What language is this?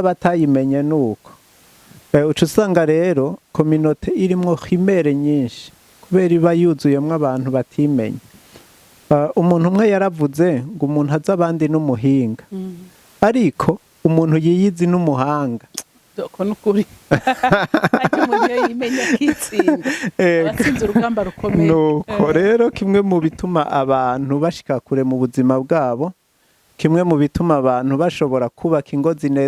Rundi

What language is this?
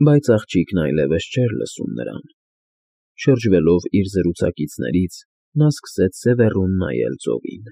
Armenian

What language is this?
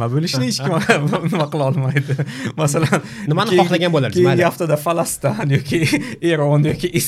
Uzbek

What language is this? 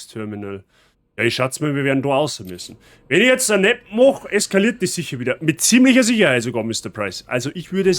Bavarian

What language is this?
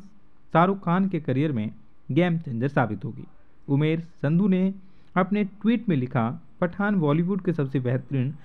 Hindi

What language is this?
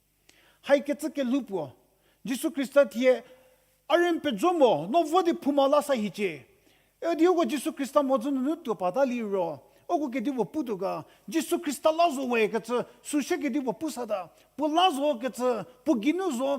Angami Naga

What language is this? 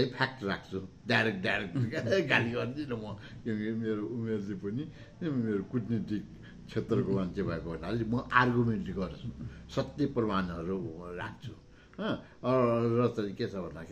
Nepali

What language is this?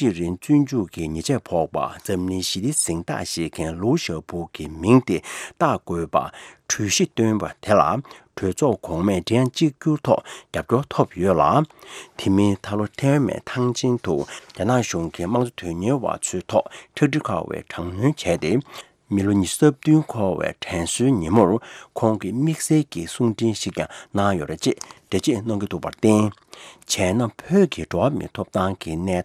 Tibetan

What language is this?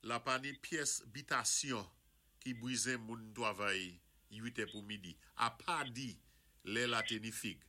Saint Lucian Creole French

